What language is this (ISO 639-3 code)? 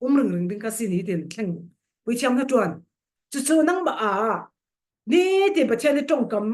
cfm